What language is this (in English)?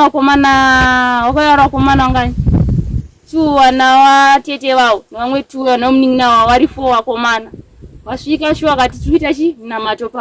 Shona